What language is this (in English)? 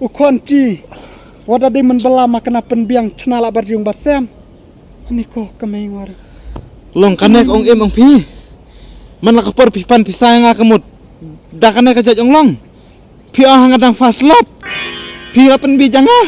Khasi